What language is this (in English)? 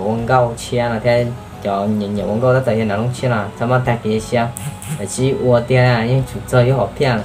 Hmong